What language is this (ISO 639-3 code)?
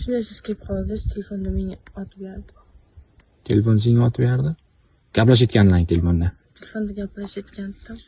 uzb